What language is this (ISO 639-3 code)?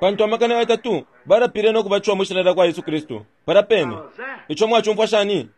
bem